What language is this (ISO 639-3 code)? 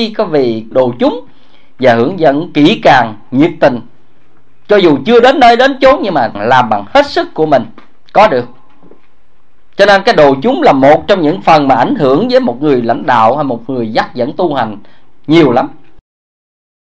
vie